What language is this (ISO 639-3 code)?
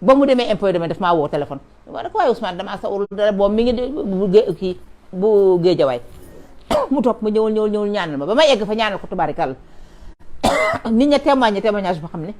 wol